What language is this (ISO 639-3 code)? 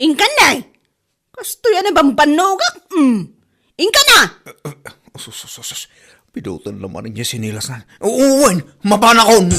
ilo